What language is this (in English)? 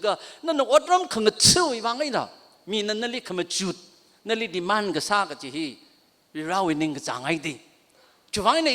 Tangkhul Naga (India)